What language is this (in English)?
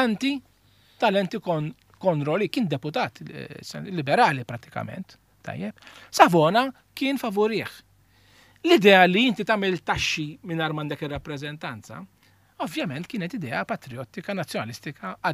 Maltese